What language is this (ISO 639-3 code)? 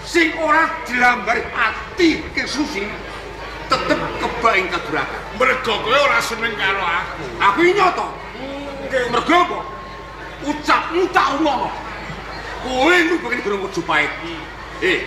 jav